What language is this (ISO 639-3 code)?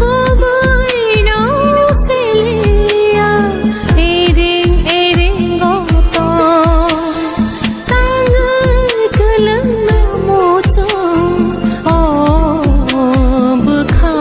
trp